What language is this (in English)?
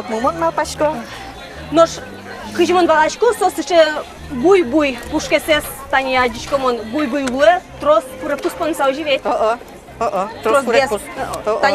Udmurt